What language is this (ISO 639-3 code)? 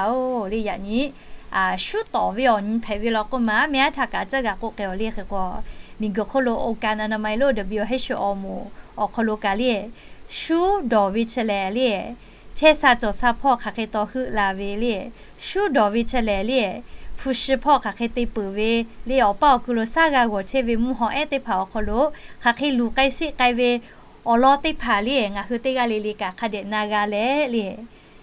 lhu